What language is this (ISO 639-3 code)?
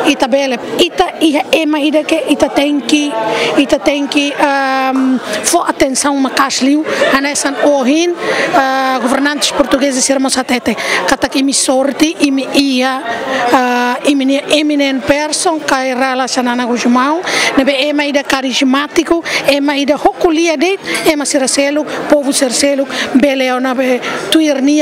tet